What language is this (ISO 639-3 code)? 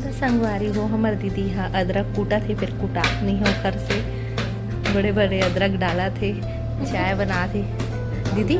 hne